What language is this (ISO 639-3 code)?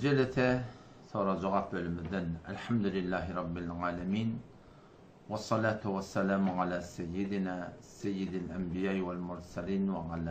tuk